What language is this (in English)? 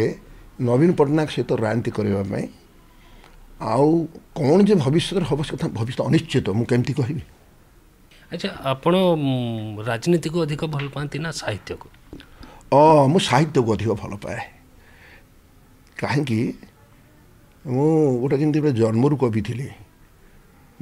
Odia